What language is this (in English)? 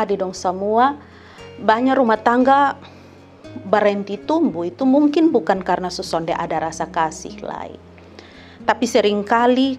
Kupang Malay